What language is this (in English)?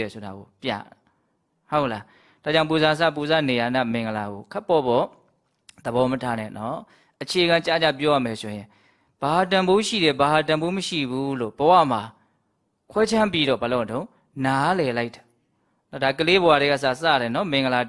Burmese